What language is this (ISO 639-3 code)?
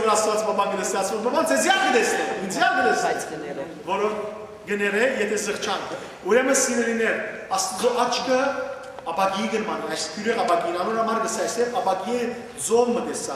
hyw